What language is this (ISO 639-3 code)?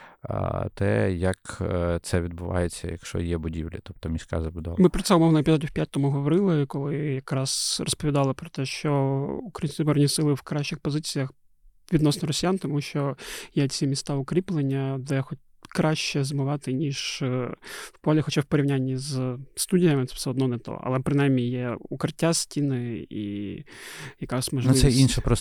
ukr